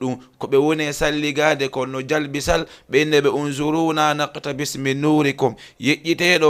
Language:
Fula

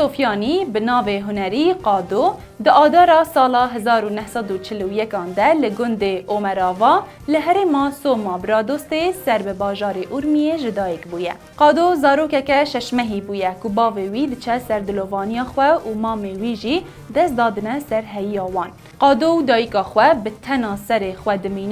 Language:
Kurdish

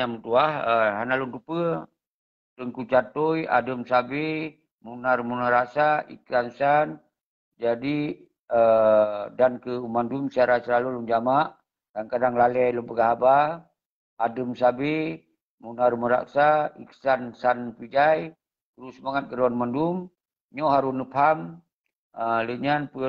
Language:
Achinese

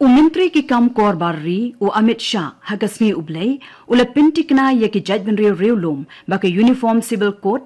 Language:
Khasi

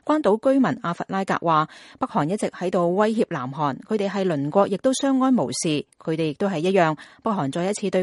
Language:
Cantonese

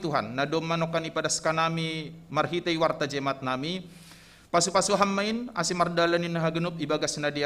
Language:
Batak Simalungun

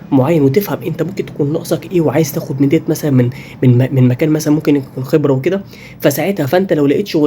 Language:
Egyptian Arabic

